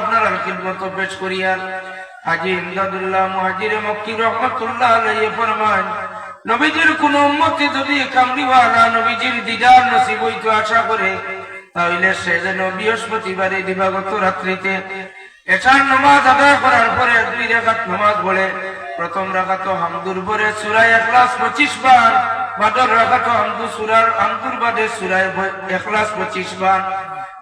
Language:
Sylheti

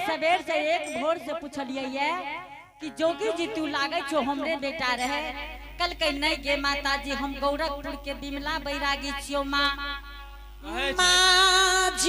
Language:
Angika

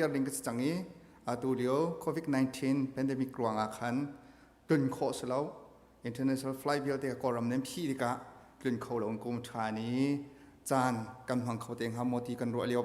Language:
Hakha Chin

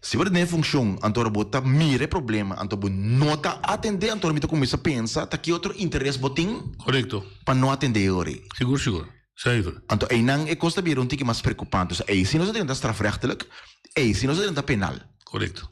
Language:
Papiamento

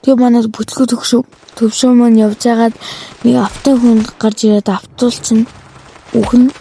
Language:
Mongolian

